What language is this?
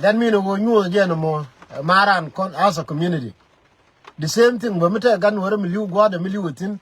Nuer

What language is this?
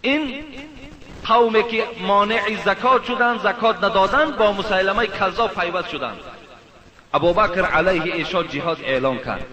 Persian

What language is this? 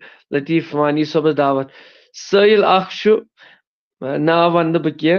Kashmiri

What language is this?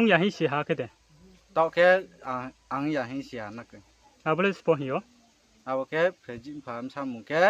Riang (India)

